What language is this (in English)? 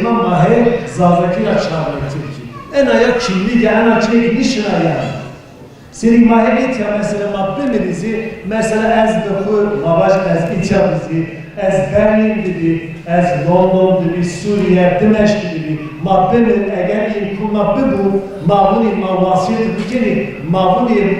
Zaza